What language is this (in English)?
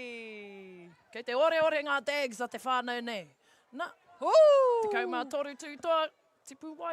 Māori